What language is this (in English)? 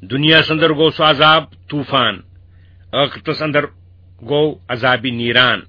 Kashmiri